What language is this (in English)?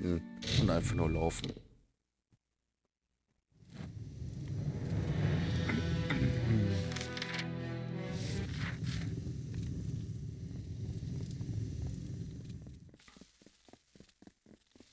German